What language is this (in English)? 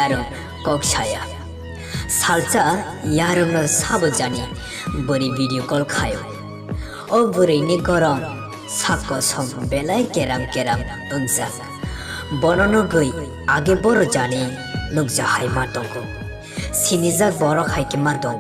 Kok Borok